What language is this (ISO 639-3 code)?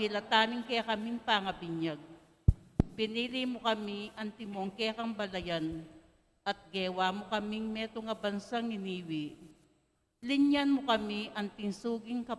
pam